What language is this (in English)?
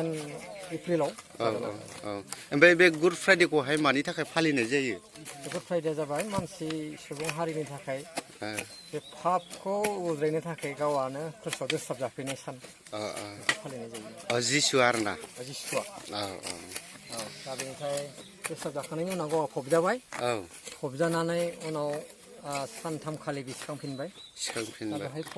Bodo